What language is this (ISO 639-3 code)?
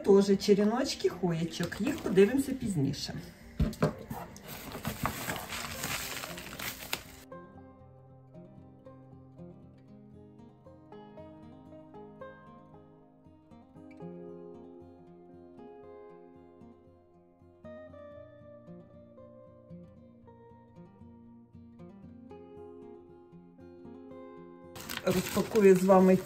ukr